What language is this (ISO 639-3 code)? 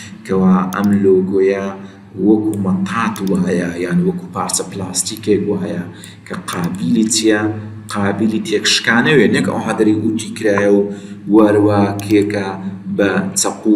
ckb